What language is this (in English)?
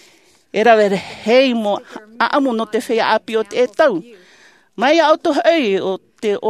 Tahitian